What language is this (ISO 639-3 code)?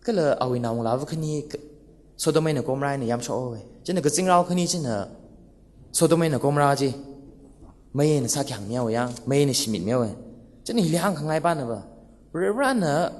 nmf